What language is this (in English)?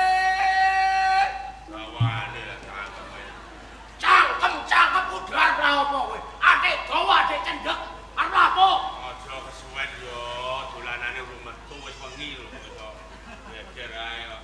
Javanese